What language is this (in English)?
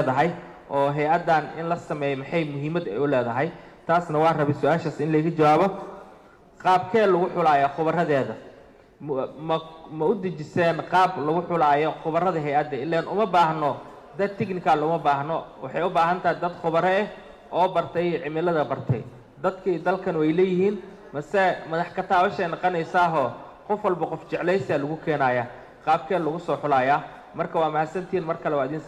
Somali